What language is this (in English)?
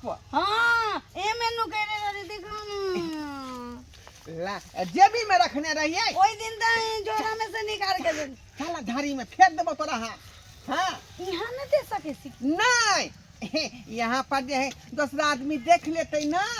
Maithili